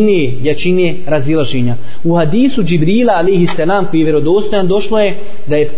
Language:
Bosnian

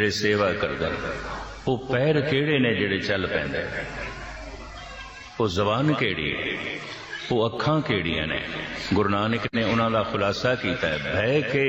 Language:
Punjabi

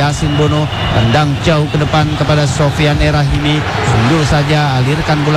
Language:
Indonesian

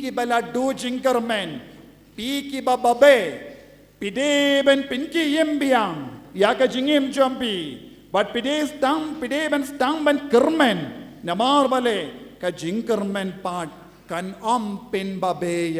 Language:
Khasi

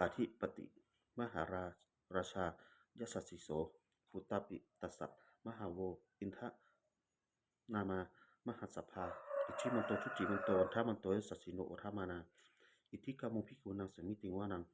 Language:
Pali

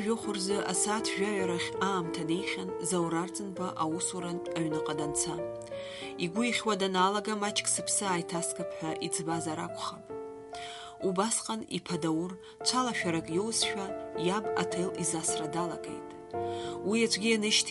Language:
Abkhazian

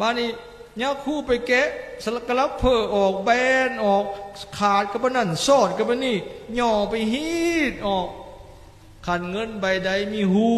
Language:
Lao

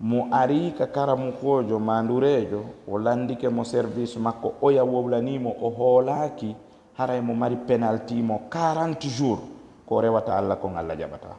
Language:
Fula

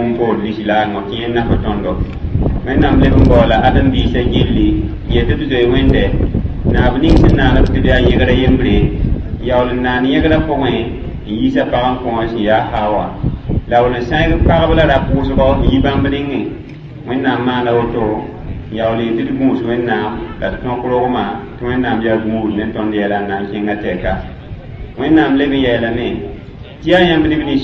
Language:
Mossi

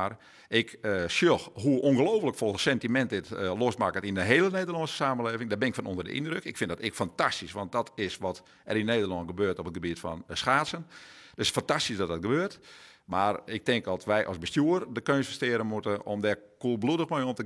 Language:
Western Frisian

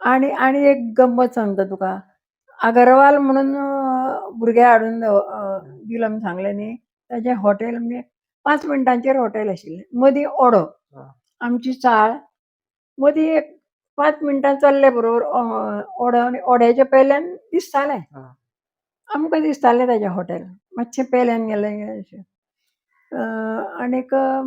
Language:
Konkani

